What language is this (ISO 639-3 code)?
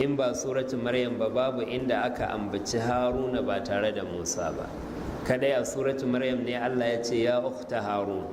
hau